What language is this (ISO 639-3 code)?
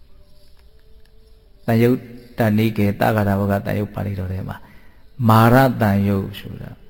mya